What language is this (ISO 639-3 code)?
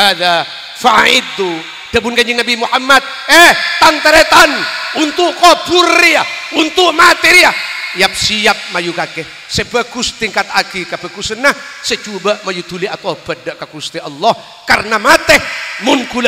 mad